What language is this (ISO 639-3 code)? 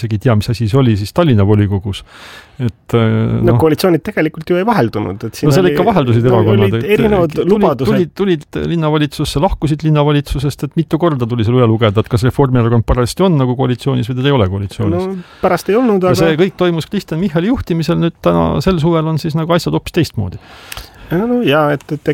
est